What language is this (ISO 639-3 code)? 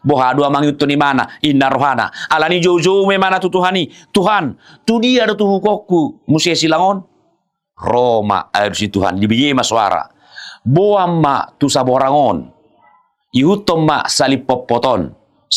bbc